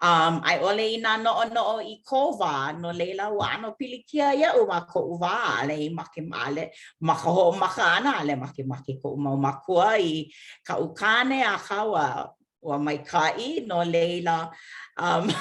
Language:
Hawaiian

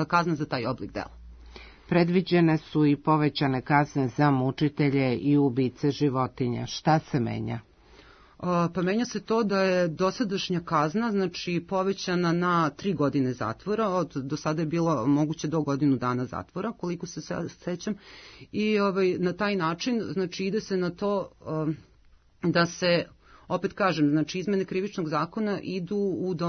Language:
Serbian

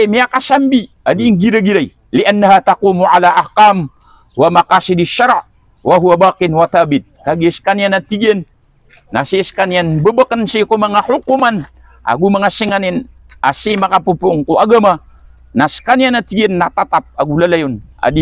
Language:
Maranao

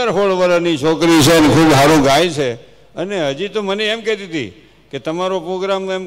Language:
Gujarati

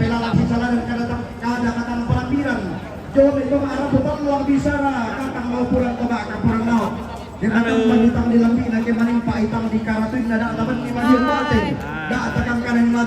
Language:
Toraja-Sa'dan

